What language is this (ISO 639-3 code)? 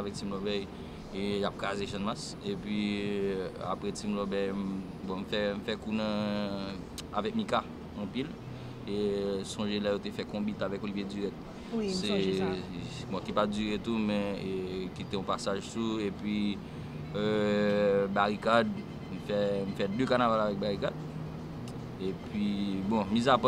hat